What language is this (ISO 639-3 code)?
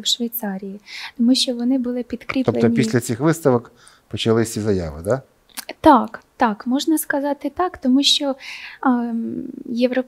ukr